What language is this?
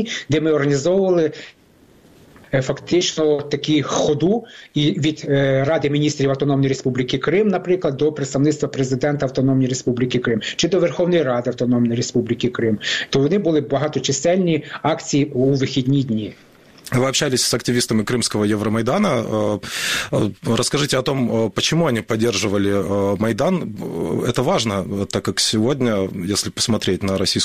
Ukrainian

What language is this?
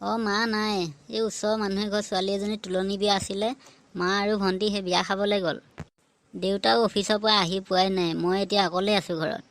Assamese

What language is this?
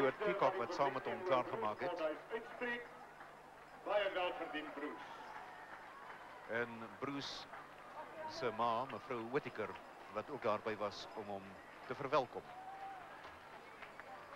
Afrikaans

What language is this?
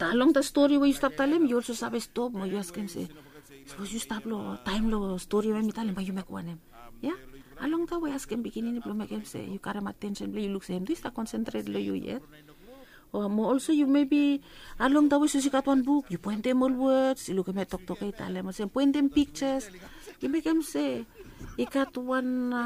Bislama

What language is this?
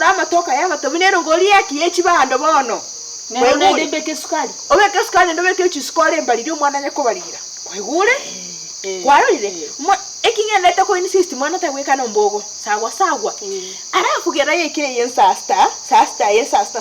Gusii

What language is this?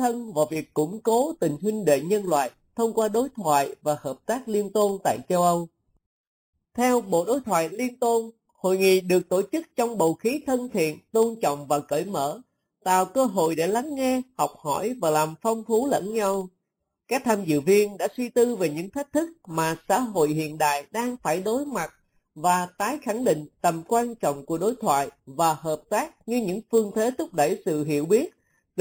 Vietnamese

